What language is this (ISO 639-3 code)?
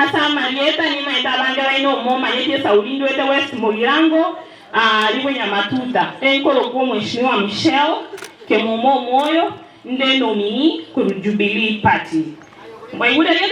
guz